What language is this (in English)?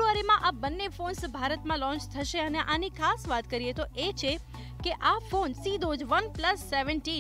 Gujarati